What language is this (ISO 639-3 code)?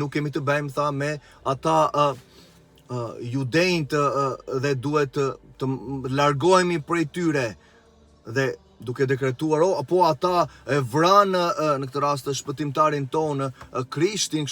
sqi